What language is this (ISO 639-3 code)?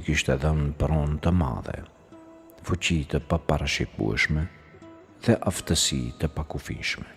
sqi